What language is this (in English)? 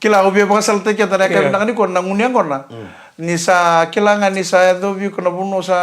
Fijian